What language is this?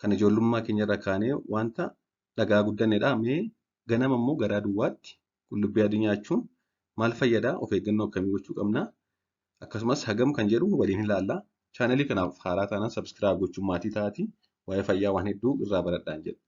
Oromo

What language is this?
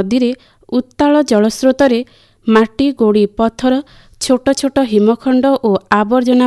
Odia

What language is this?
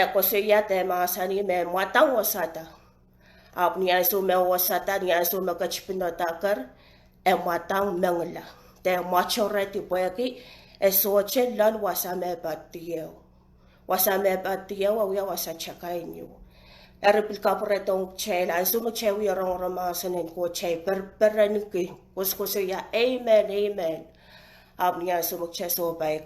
Pohnpeian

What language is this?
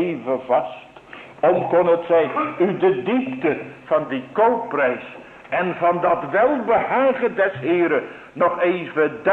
Dutch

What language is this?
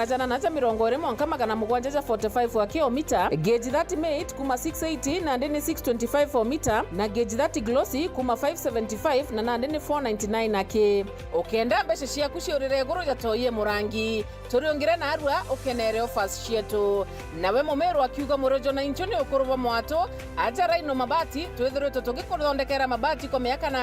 Meru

